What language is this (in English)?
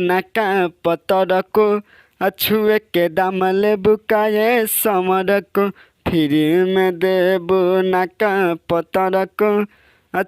Bhojpuri